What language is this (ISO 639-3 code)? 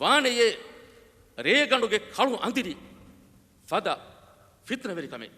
div